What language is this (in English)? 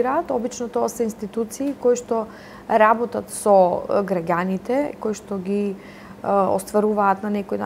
Macedonian